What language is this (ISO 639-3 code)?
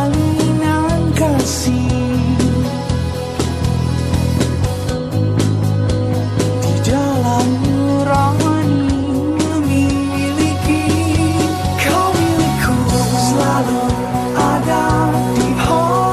ind